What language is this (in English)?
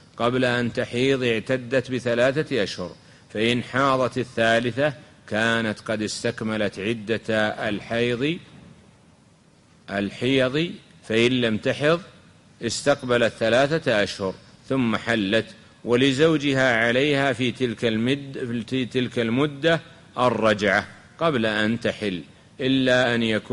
Arabic